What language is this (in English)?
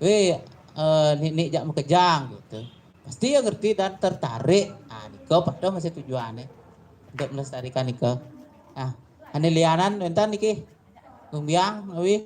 Balinese